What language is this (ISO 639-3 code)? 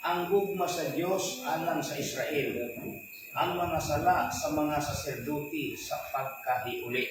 ceb